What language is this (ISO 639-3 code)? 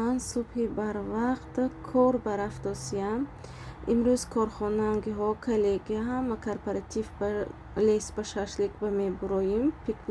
tgk